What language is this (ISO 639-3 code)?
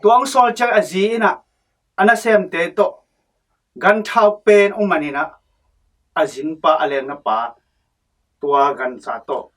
ctd